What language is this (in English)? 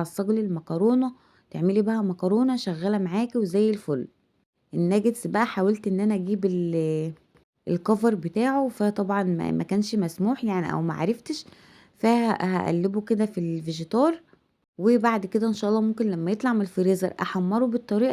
Egyptian Arabic